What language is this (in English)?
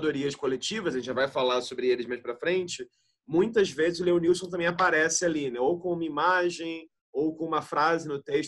Portuguese